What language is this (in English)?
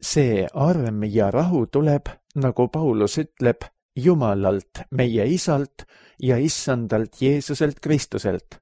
Estonian